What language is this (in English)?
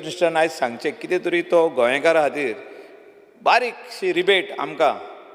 Konkani